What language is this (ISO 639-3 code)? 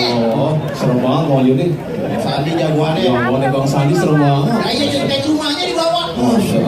bew